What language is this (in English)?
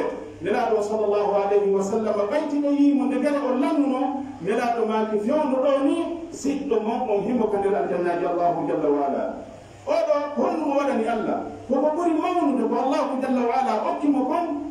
Pular